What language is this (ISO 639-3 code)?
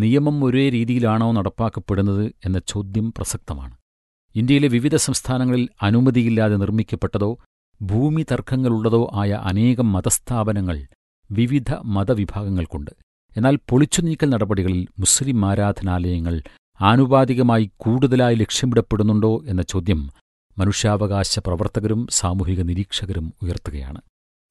mal